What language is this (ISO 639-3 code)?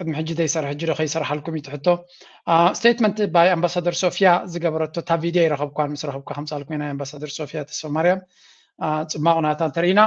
tir